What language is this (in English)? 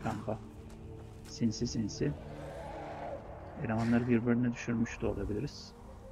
Turkish